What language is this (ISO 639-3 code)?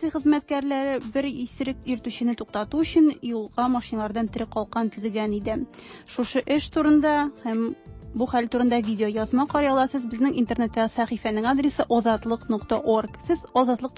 tat